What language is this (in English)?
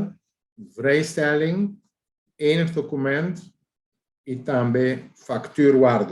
Papiamento